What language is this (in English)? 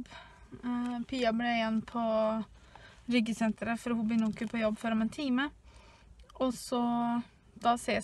Norwegian